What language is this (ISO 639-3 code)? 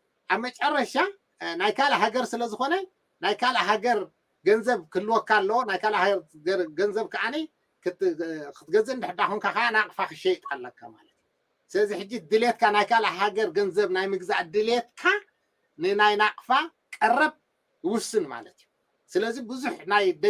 tir